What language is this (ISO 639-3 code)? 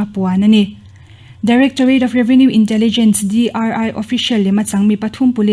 lus